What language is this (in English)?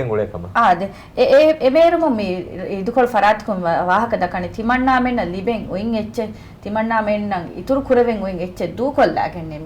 Divehi